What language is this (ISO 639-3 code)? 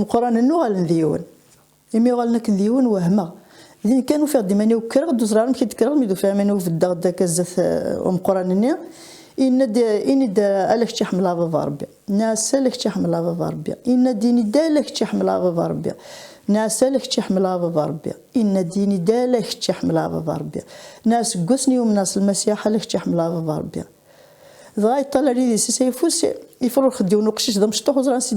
kab